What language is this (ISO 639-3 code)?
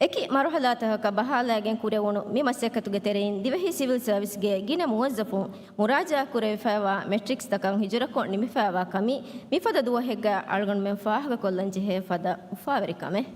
div